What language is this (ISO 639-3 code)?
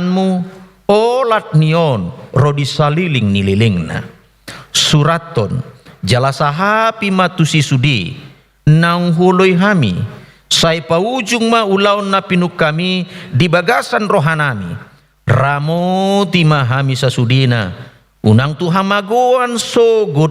bbc